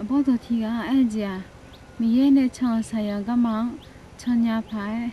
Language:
Akha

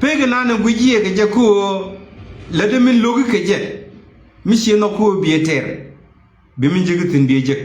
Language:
Nuer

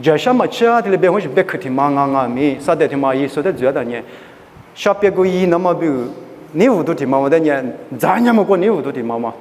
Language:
Lisu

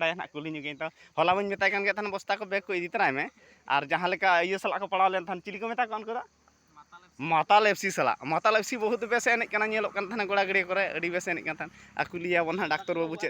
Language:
Santali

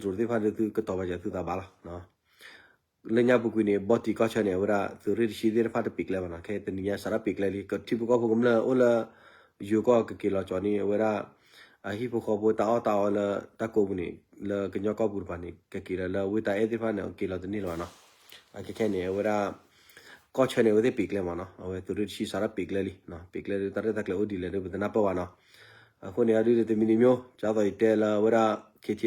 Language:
S'gaw Karen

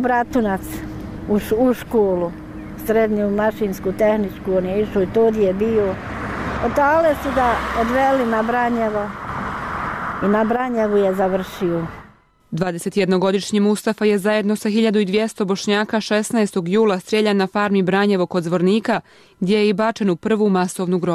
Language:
Bosnian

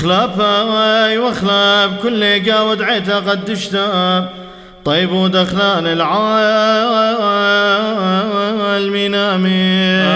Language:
Classical Syriac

